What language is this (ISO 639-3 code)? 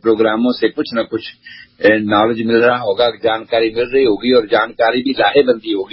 urd